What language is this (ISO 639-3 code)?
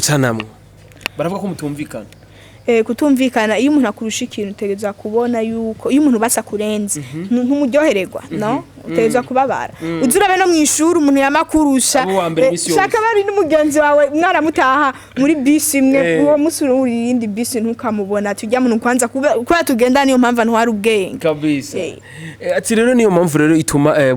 run